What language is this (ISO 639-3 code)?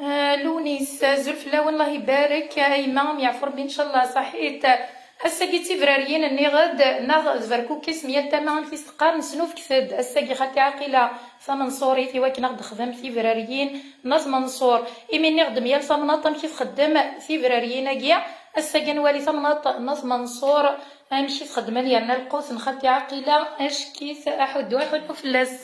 kab